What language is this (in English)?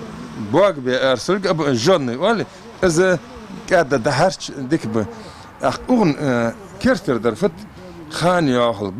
Ingush